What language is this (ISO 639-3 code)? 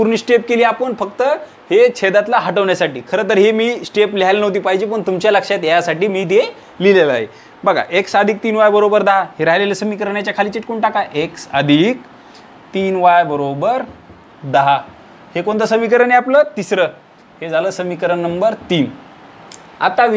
mar